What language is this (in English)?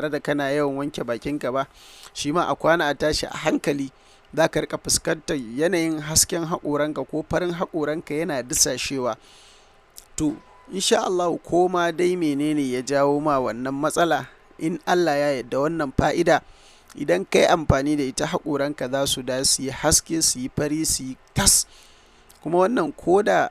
Hausa